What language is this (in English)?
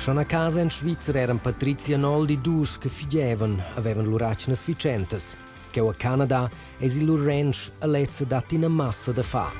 Romansh